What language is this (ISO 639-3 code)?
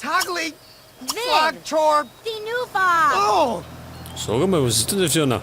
bar